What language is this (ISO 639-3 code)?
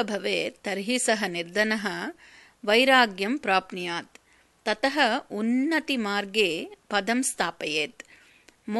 san